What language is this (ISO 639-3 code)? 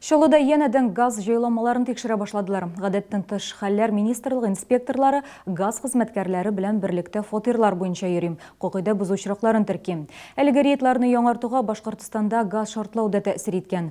tat